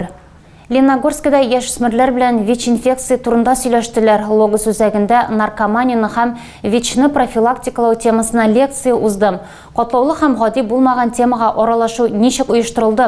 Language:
Tatar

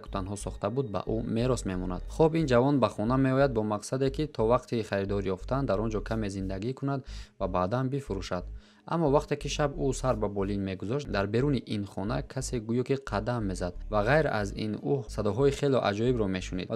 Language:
Tajik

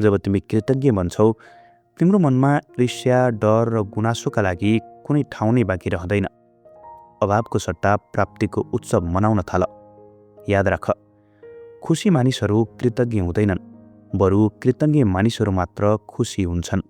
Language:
Nepali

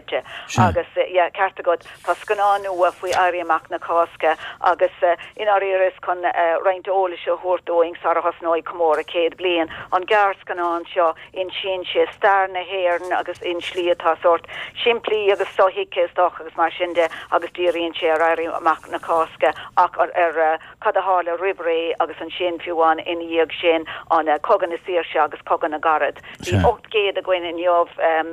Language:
Irish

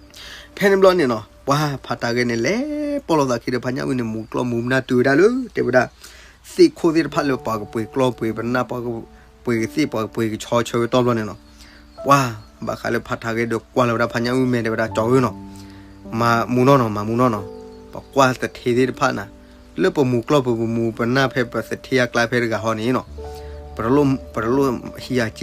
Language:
S'gaw Karen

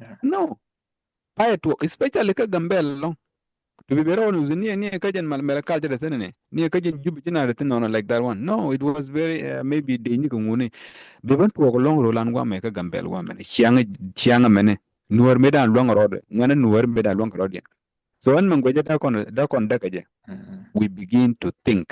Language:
Nuer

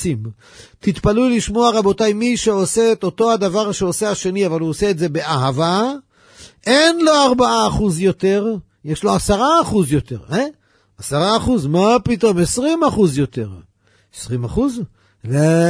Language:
Hebrew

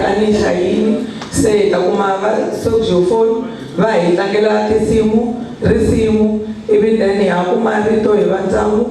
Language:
Tsonga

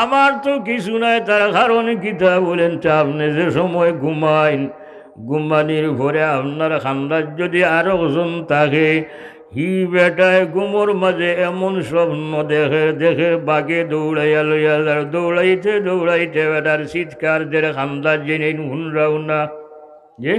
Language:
Sylheti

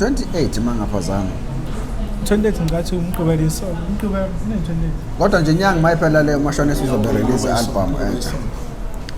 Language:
Zulu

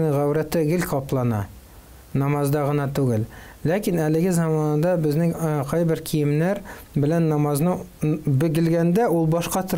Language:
Tatar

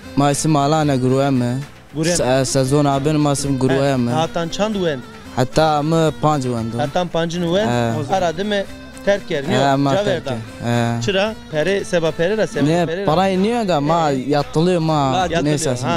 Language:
Zaza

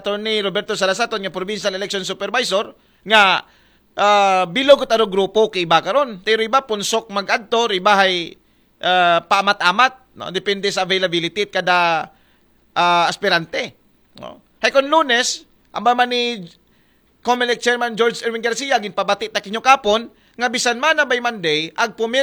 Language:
Aklanon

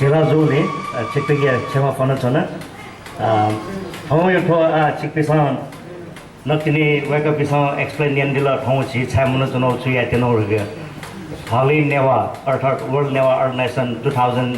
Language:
Newari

